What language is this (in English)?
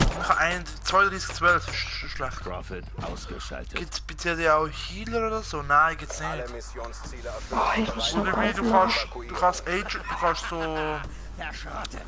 Swiss German